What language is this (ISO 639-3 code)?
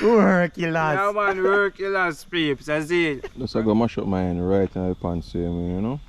jam